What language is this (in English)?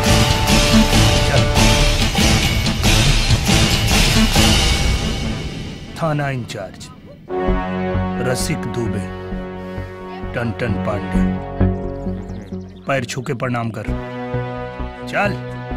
Bhojpuri